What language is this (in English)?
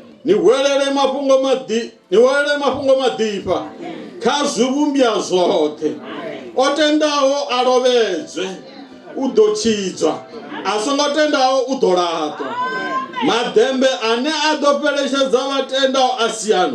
Venda